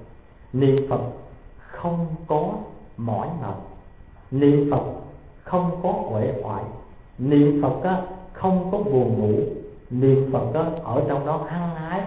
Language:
Vietnamese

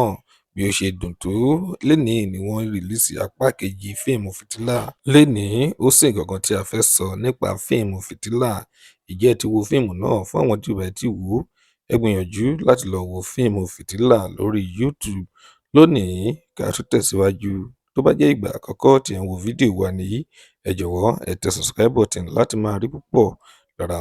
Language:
Yoruba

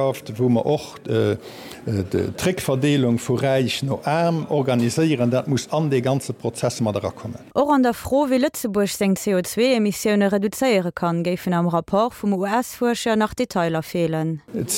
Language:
Luxembourgish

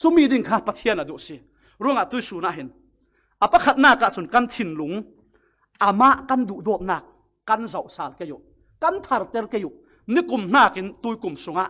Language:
Falam Chin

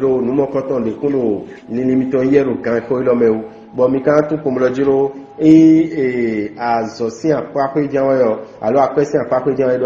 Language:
Fon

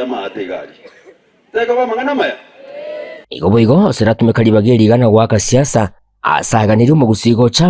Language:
Gusii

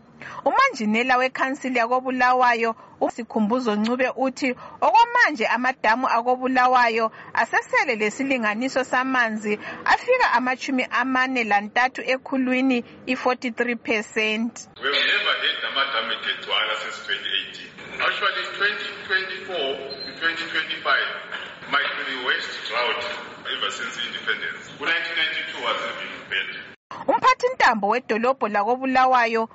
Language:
North Ndebele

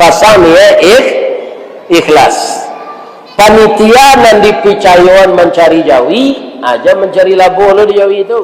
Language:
Minangkabau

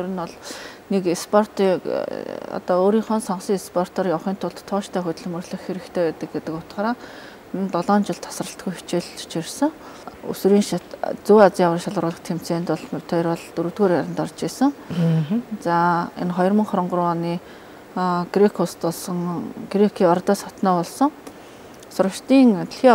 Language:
Mongolian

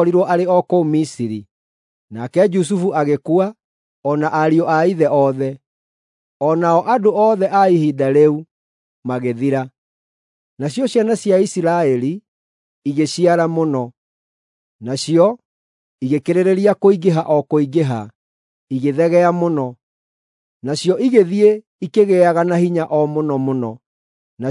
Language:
Kikuyu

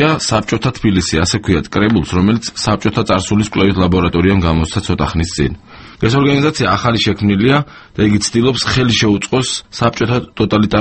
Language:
Georgian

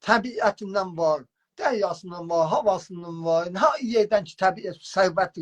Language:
South Azerbaijani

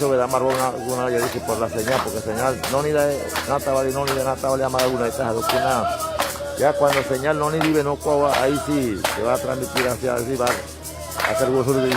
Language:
San Blas Kuna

